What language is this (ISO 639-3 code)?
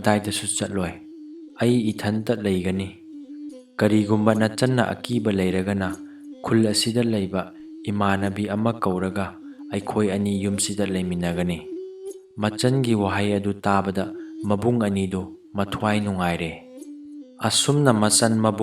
mni